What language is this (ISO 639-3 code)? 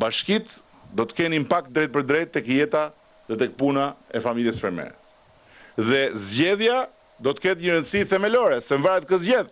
sqi